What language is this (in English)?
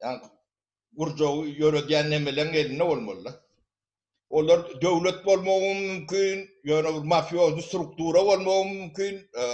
Turkmen